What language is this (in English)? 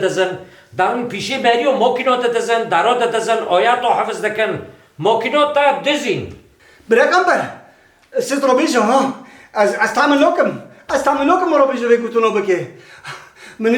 Kurdish